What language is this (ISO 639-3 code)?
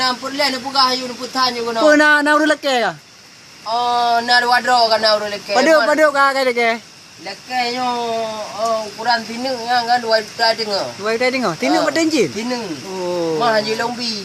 ace